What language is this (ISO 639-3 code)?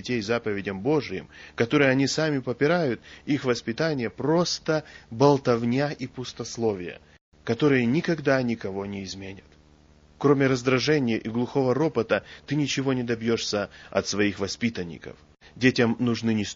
rus